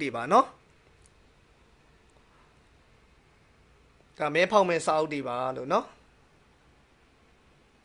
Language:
Burmese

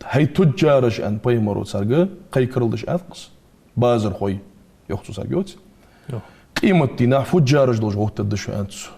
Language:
Ingush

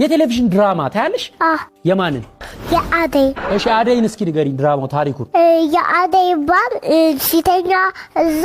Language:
Amharic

